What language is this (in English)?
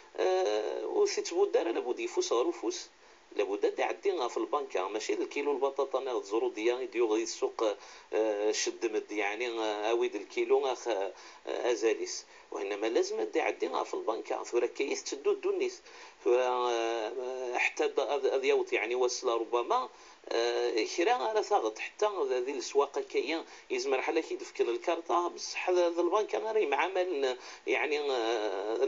Kabyle